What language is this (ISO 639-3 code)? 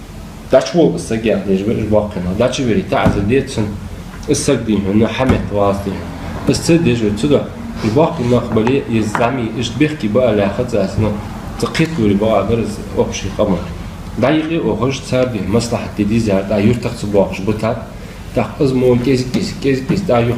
inh